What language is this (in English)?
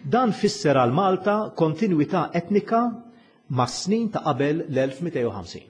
Maltese